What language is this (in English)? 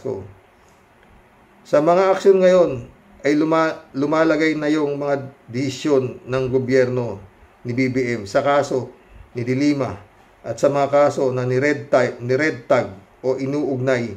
Filipino